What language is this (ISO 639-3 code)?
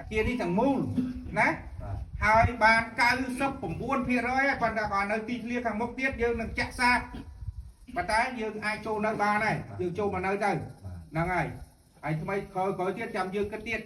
khm